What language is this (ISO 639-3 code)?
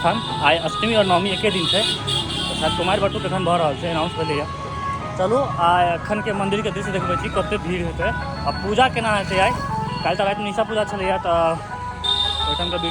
mai